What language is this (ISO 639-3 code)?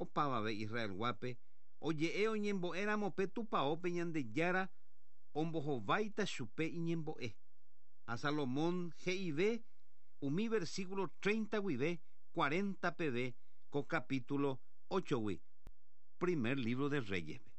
grn